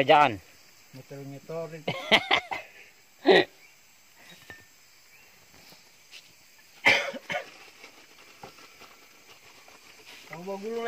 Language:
Indonesian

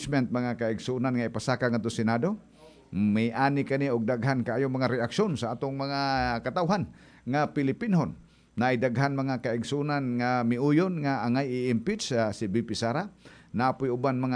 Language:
Cebuano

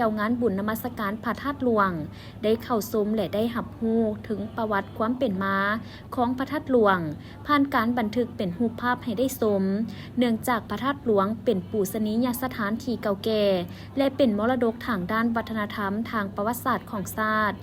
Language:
Lao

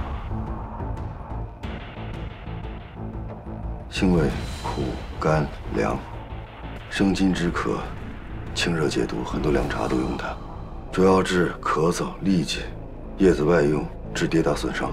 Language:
Chinese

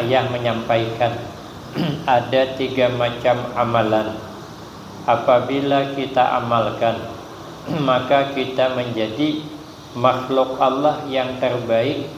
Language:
Banjar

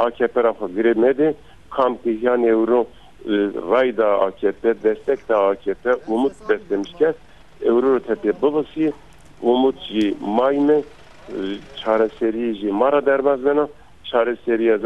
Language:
Zaza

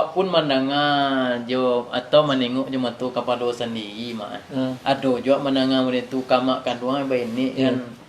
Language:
Minangkabau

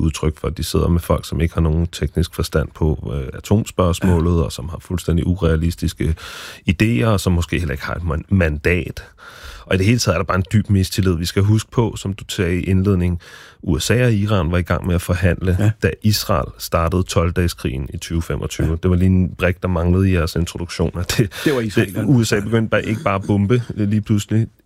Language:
Danish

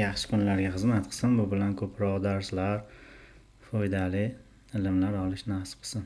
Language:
Uzbek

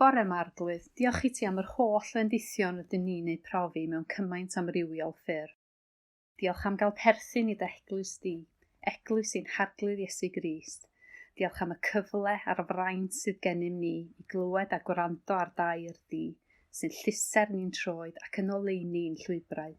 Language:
Welsh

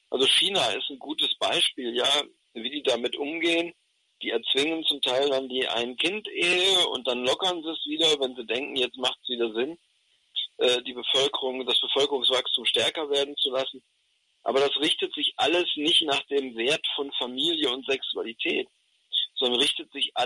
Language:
German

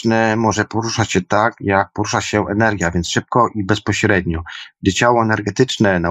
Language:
Polish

